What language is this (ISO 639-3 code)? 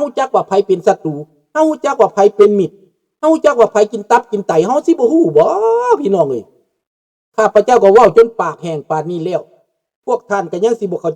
lao